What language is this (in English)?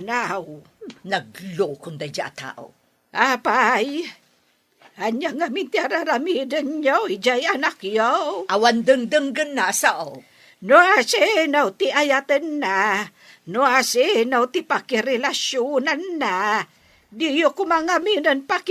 Iloko